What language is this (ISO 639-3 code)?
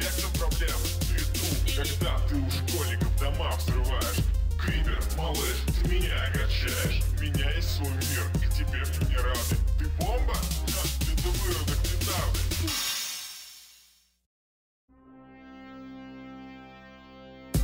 rus